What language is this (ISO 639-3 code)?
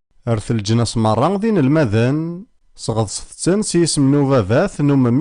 kab